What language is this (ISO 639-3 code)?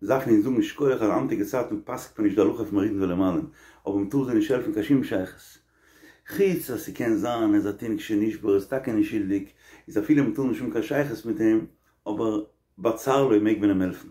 yid